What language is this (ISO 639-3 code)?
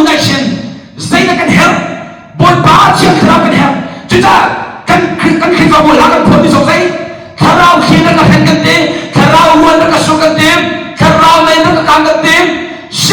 cnh